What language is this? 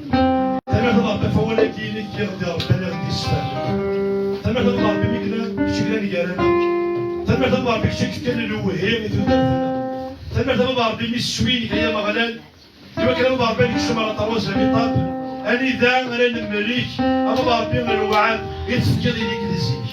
Kabyle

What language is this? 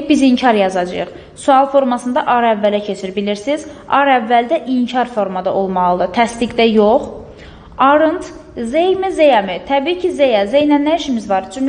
Azerbaijani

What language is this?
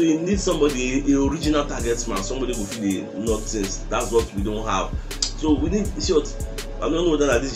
Nigerian Pidgin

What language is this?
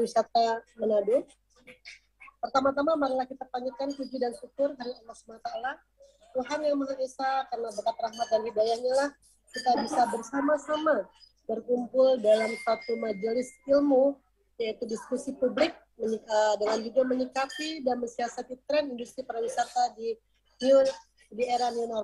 Indonesian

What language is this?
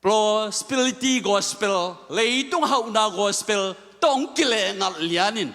Tedim Chin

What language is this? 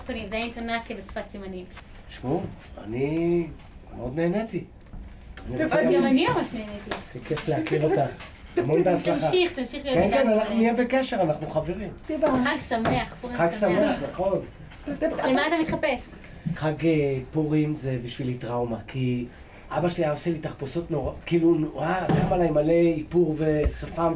Hebrew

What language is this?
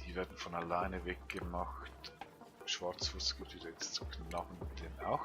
Swiss German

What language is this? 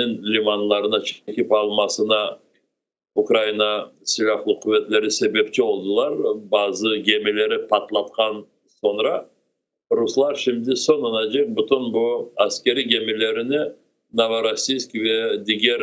Crimean Tatar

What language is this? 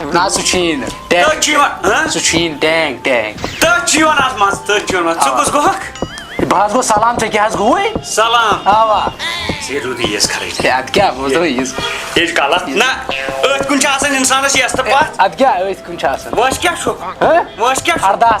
Kashmiri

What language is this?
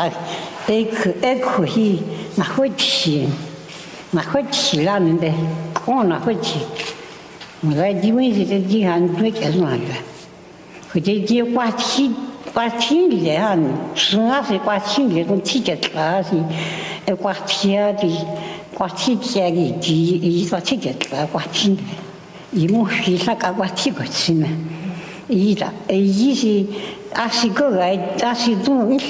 Chinese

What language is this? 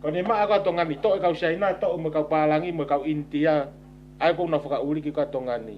Tongan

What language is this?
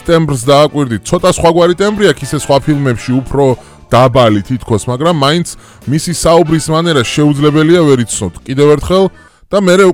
Georgian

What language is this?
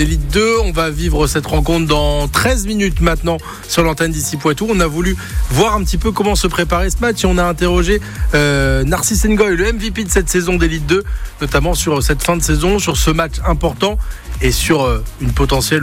French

